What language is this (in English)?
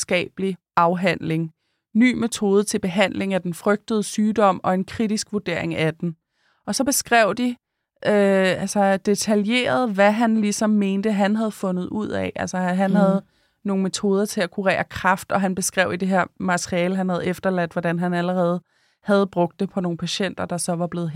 Danish